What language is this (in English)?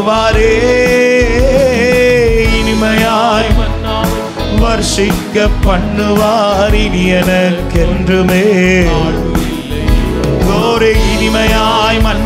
Tamil